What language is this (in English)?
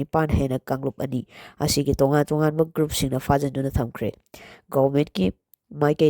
Manipuri